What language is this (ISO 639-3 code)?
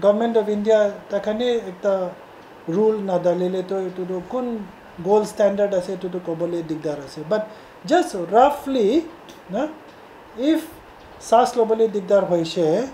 nag